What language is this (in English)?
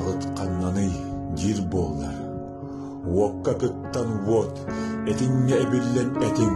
Yakut